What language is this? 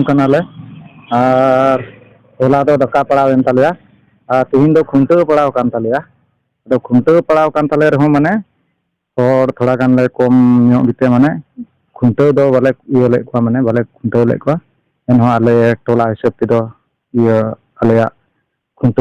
Santali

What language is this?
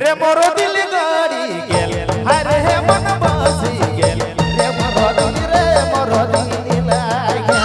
Sadri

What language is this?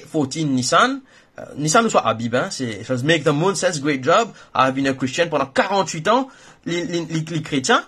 Morisyen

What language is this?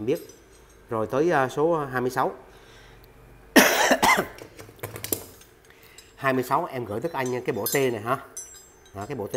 Vietnamese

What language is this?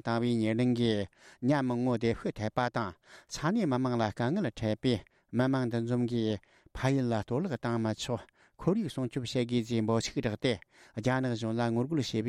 Tibetan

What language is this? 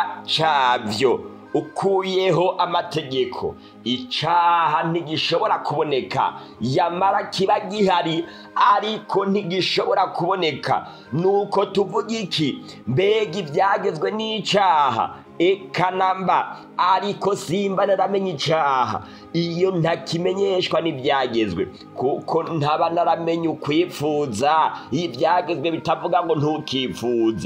Rundi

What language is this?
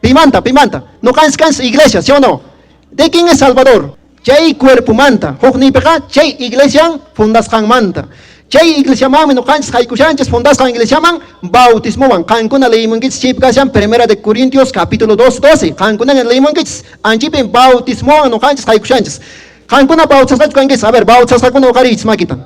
Quechua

